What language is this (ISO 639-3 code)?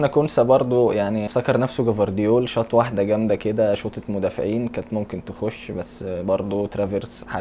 arz